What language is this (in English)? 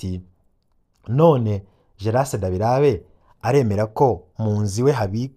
Rundi